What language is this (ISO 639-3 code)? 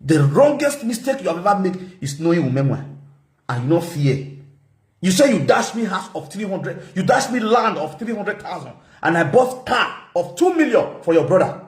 pcm